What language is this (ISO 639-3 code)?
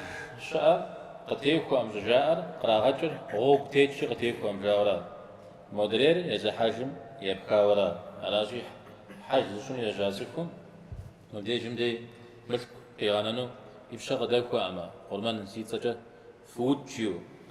kbd